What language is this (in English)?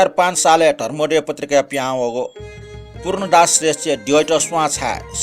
Newari